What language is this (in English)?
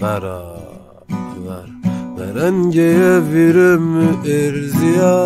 Zaza